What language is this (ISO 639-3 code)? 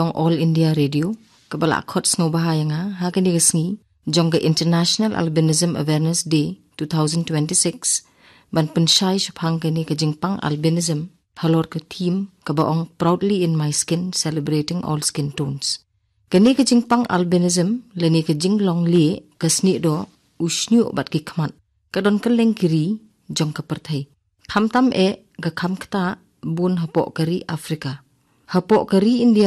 kha